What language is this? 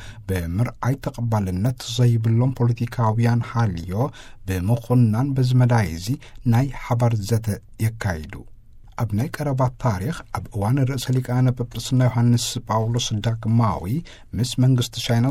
Tigrinya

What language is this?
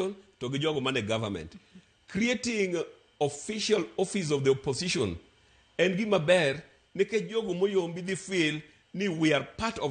Luo (Kenya and Tanzania)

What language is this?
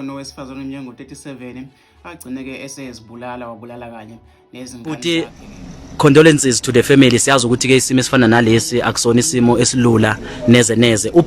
Zulu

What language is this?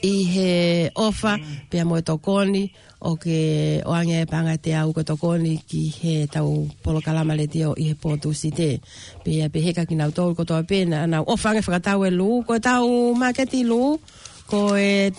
Tongan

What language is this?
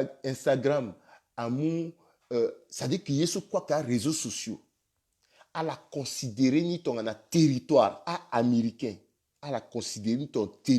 Sango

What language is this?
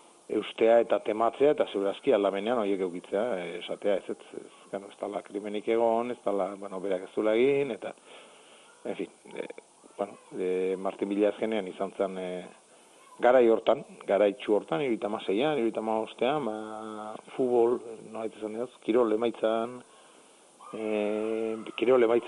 Basque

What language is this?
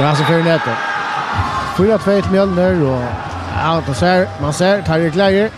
Faroese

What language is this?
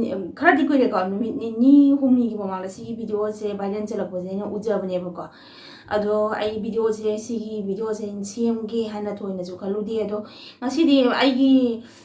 Manipuri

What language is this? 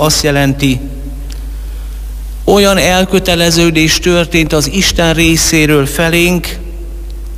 Hungarian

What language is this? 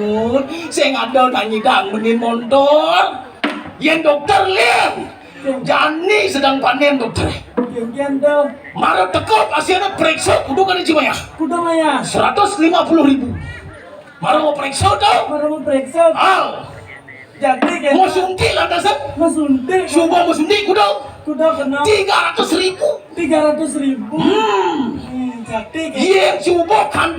Balinese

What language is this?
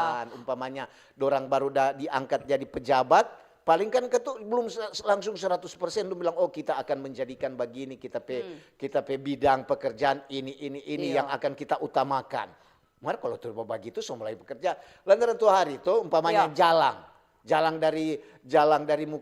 Manado Malay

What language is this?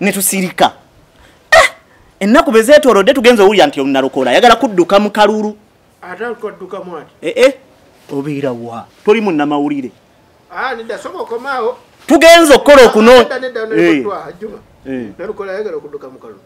Ganda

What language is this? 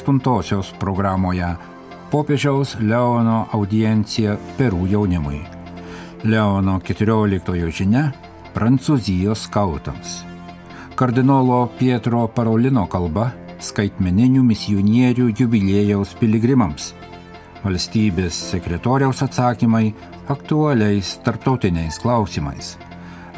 Lithuanian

